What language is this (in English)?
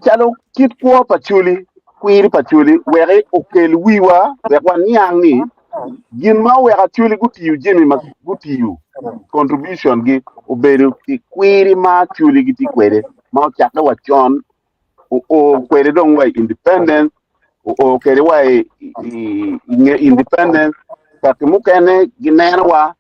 Acoli